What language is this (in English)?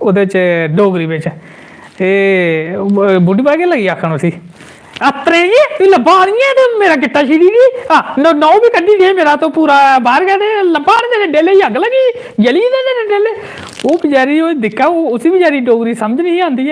Dogri